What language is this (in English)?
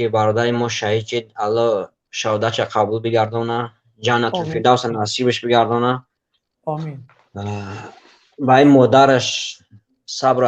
Tajik